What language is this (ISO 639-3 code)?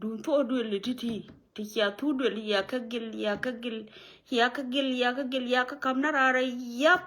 nus